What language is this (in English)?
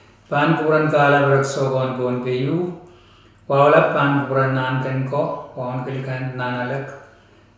Pohnpeian